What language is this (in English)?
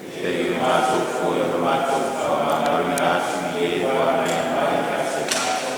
Samoan